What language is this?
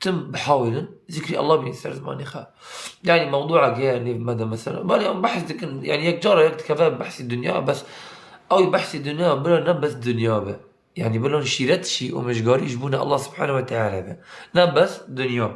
Kurdish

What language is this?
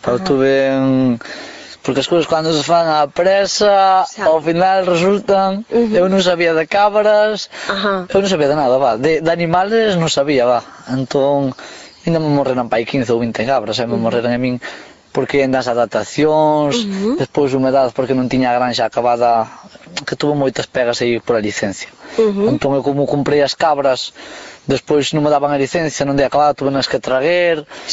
Galician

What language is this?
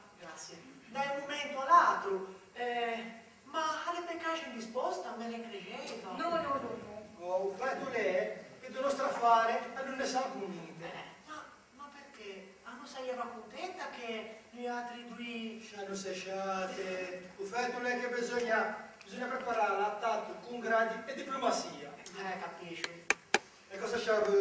Ligurian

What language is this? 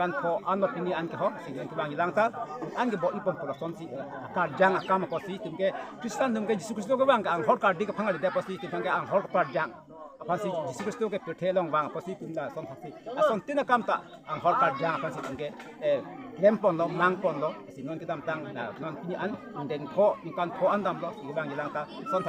Karbi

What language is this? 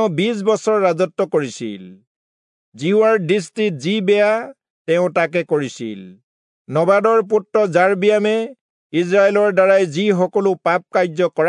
Assamese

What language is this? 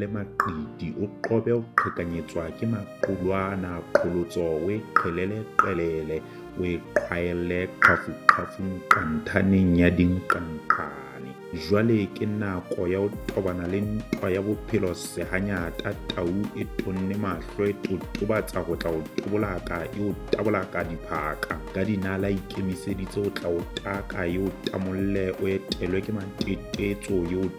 Southern Sotho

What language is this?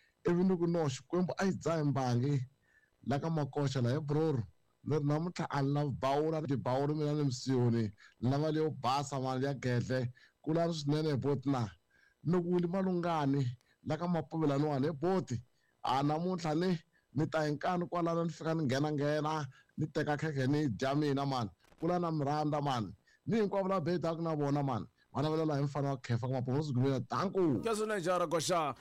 Tsonga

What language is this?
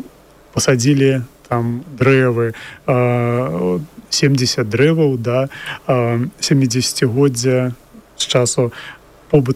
Belarusian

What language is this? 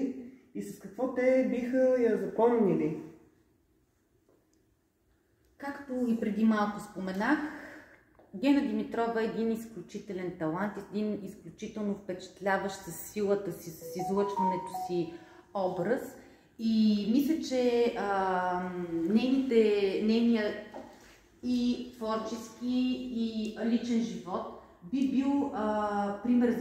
Bulgarian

